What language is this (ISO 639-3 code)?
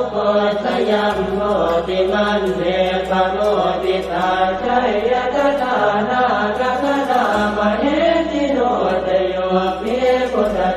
pli